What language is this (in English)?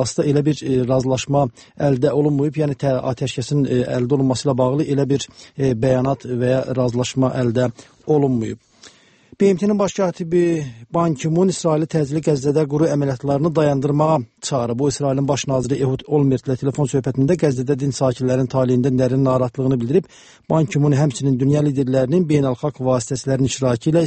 Azerbaijani